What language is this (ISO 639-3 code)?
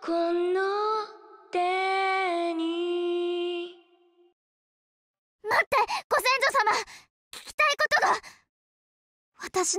jpn